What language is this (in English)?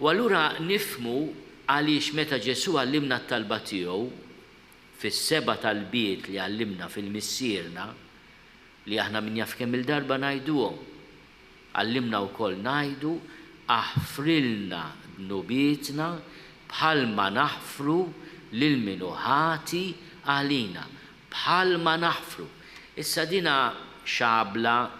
Maltese